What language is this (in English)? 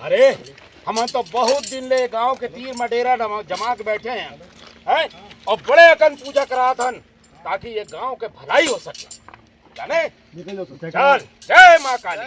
Chhattisgarhi